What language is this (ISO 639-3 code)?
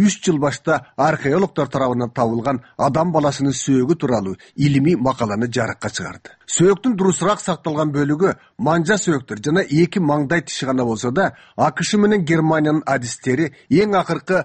kir